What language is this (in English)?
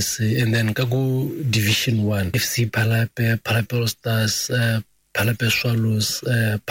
Tswana